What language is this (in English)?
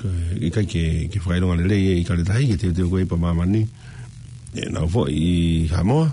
Tongan